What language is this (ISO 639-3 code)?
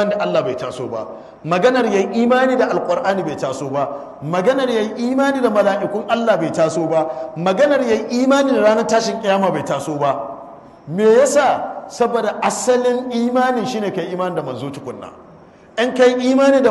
hau